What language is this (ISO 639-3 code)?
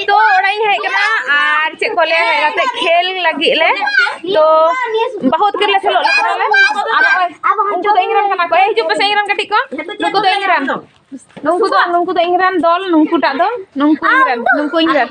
sat